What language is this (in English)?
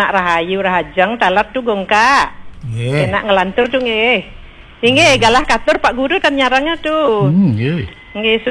Balinese